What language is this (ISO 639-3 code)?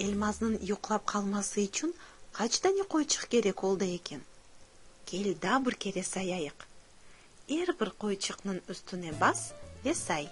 crh